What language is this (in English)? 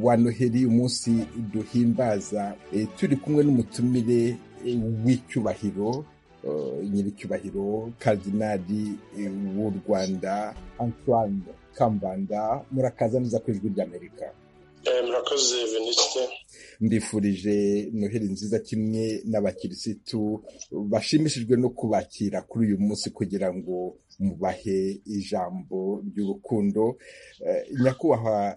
Kinyarwanda